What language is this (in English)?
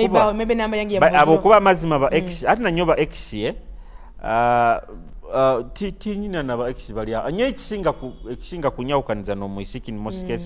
Nyoro